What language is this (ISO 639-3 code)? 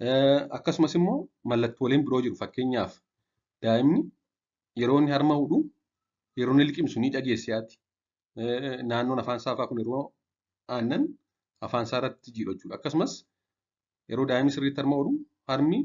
orm